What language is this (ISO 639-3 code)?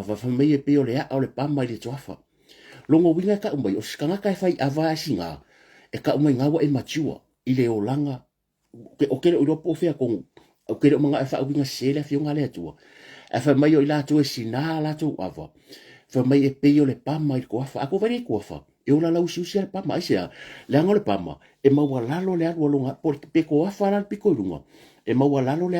smo